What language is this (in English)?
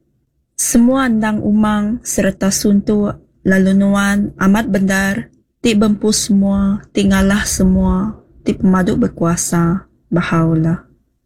Iban